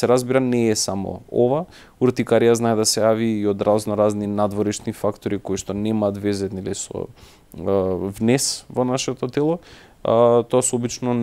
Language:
Macedonian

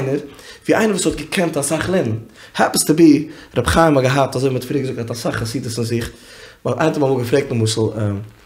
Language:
Yiddish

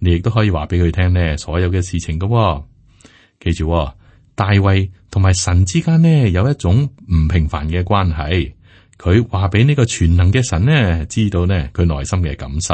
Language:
Cantonese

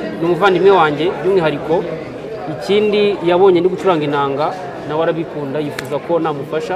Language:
Kinyarwanda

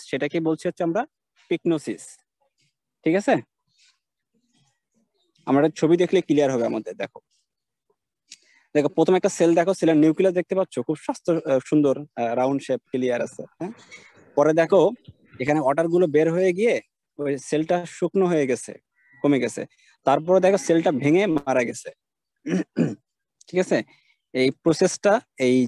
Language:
Bangla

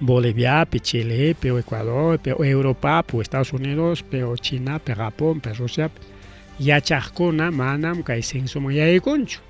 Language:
Ayacucho Quechua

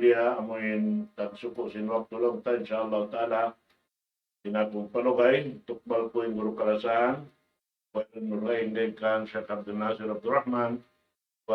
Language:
Tausug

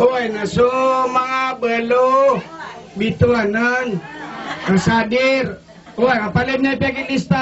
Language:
Maranao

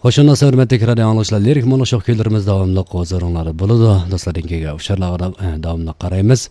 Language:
Uyghur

